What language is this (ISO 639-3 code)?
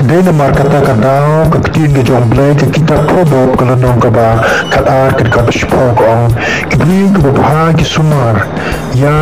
kha